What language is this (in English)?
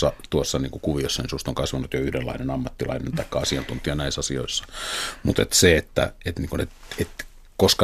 Finnish